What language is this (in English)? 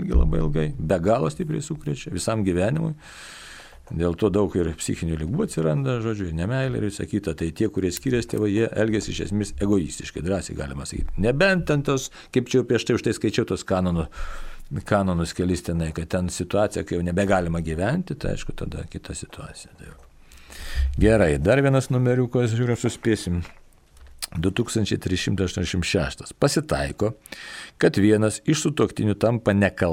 Lithuanian